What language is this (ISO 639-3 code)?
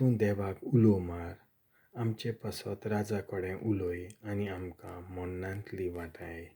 kok